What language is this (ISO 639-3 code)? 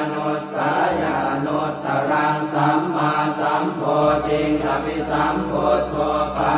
pli